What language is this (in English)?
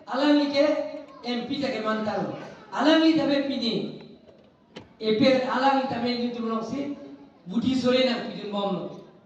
Karbi